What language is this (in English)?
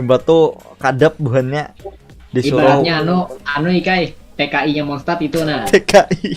Banjar